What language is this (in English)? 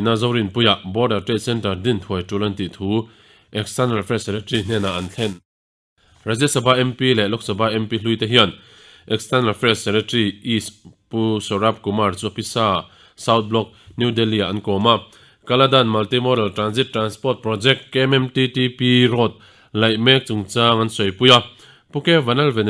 Mizo